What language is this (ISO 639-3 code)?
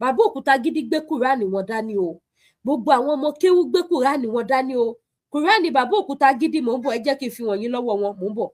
yor